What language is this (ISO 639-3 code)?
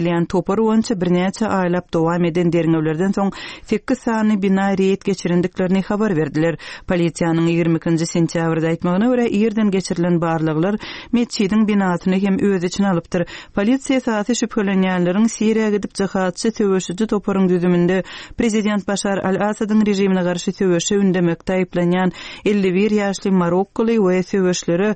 tuk